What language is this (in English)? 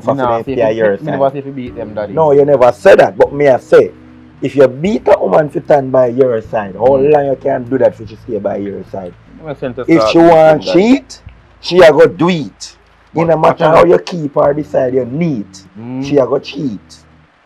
Jamaican Creole English